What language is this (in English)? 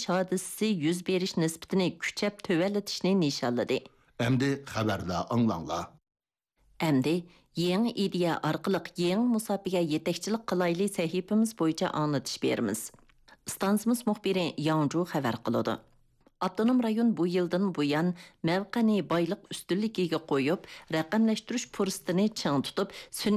Uyghur